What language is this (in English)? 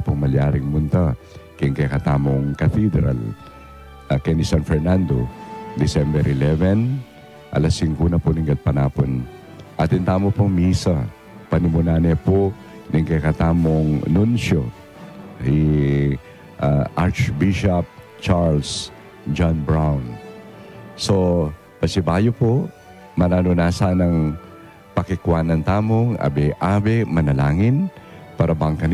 Pampanga